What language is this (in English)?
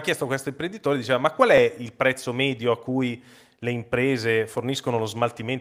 Italian